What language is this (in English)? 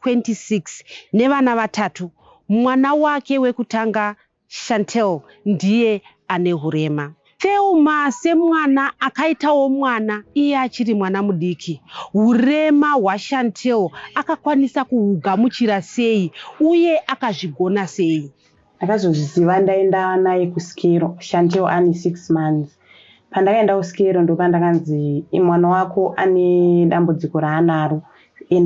Shona